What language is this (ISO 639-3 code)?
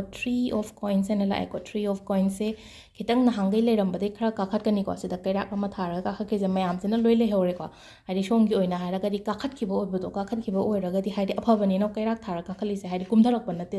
mni